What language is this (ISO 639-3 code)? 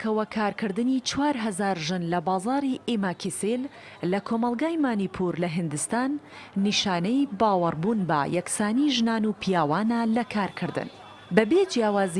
ckb